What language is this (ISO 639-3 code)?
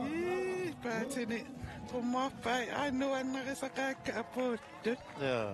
kal